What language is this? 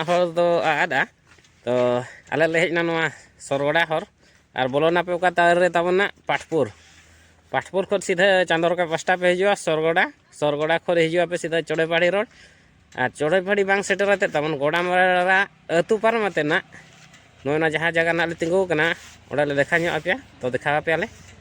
Santali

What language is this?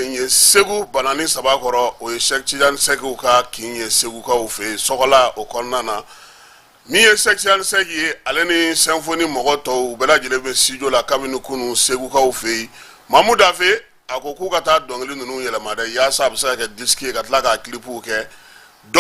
Bambara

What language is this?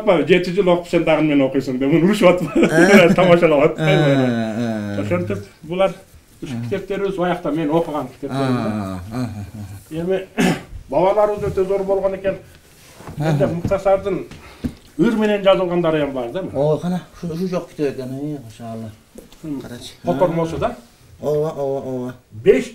Kyrgyz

